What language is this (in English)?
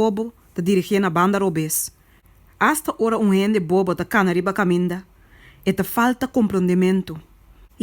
Papiamento